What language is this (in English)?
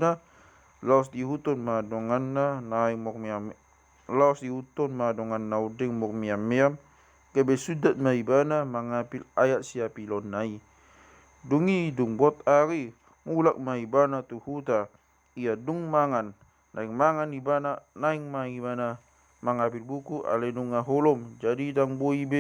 Batak Toba